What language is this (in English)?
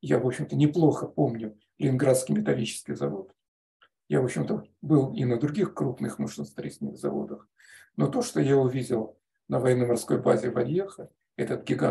Russian